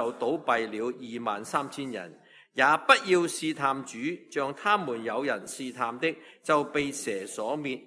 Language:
Cantonese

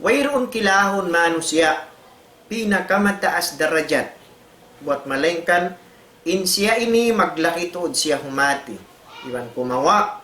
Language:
Tausug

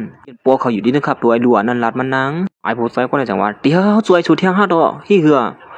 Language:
Shan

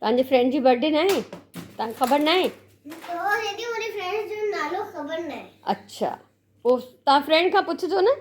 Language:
Sindhi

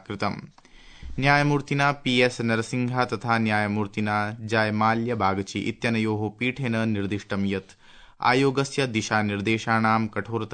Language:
Sanskrit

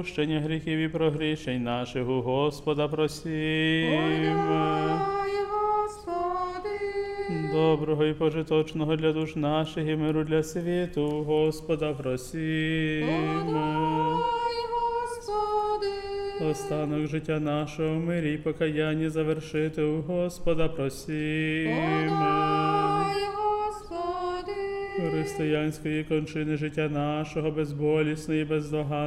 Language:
Ukrainian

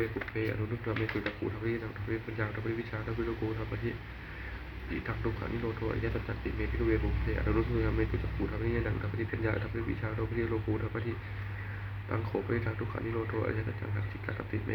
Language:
Pali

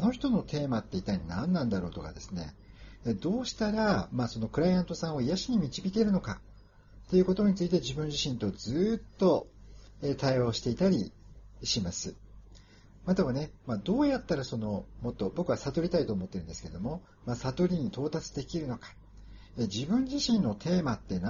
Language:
Japanese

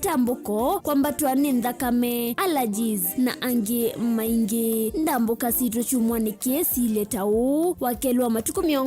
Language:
Kamba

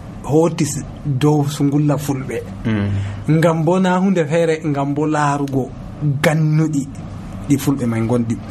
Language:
Nigerian Fulfulde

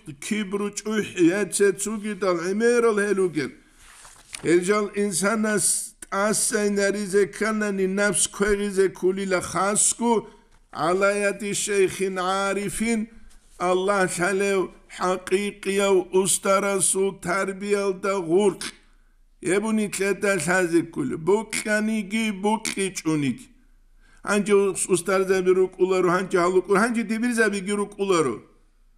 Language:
Avaric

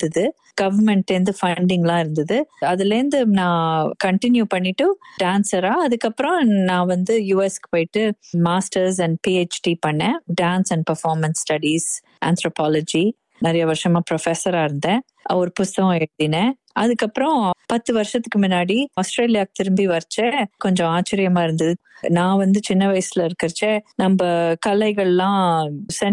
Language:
Tamil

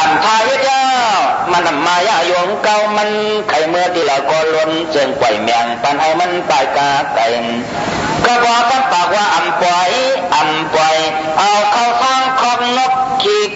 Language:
Shan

